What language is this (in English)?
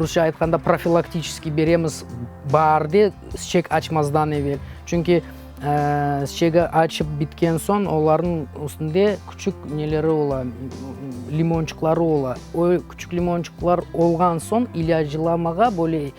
Crimean Tatar